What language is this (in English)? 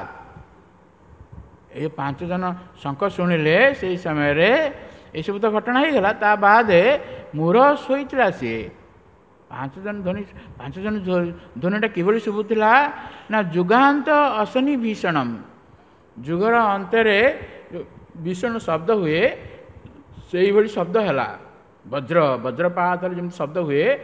Odia